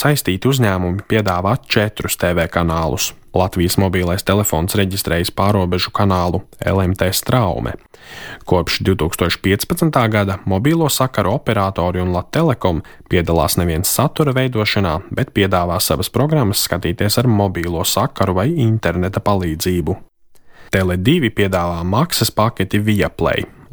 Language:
Latvian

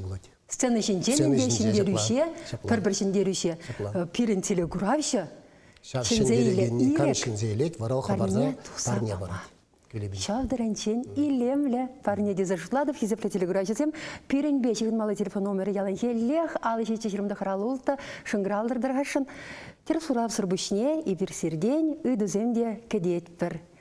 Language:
Chuvash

